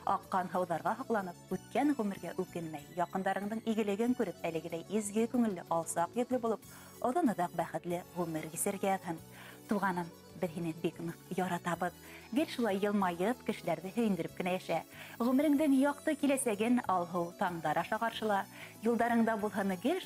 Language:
Bashkir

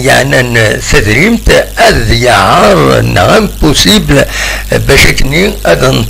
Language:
Kabyle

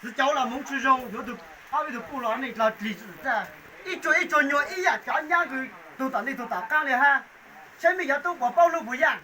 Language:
Hmong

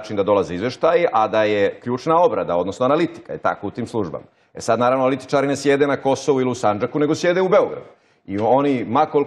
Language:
Bosnian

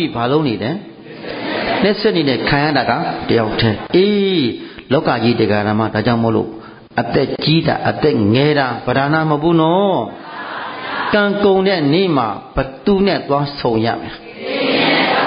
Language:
Burmese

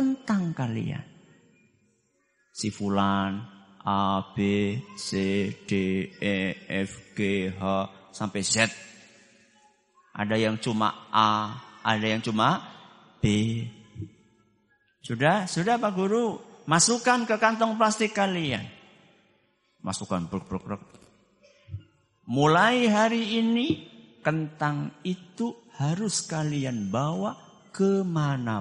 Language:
Indonesian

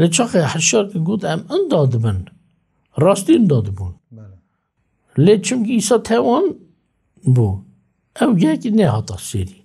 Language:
Kurdish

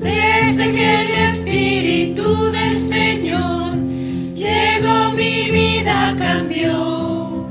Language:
Aymara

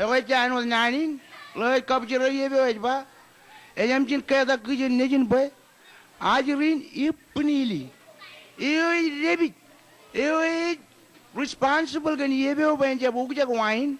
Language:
Marshallese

